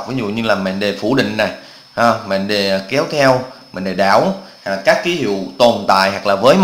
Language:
Vietnamese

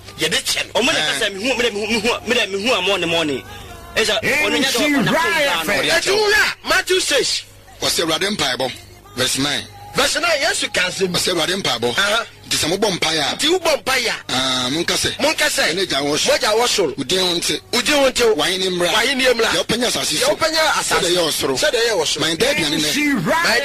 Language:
Akan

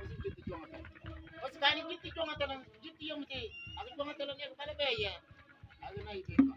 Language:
Mabaan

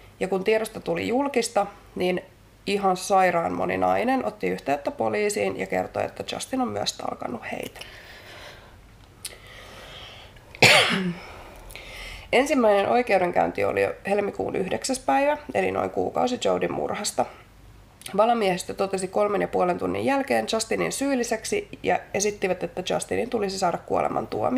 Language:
Finnish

